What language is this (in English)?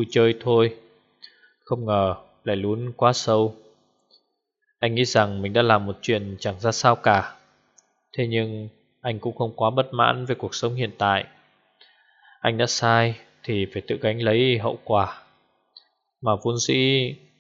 Vietnamese